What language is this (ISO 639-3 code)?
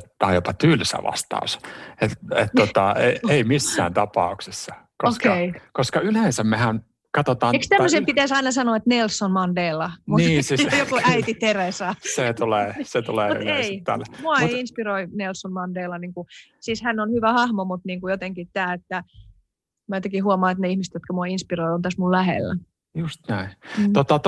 fin